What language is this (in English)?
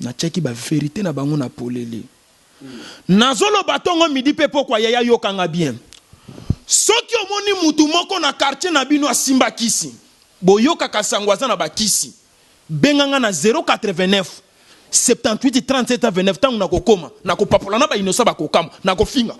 Lingala